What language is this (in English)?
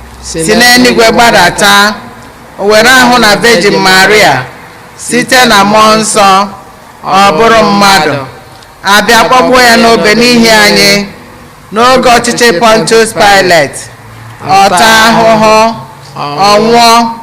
Igbo